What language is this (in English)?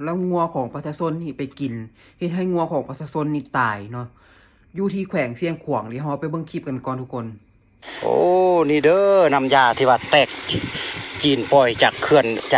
Lao